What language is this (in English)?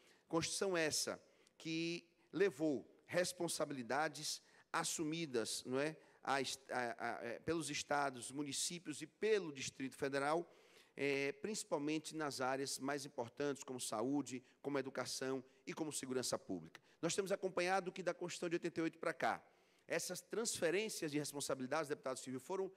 Portuguese